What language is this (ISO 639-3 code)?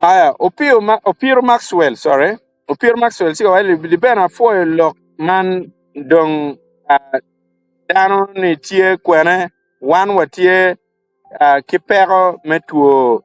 ach